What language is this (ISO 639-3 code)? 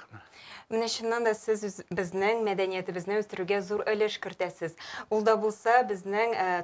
tat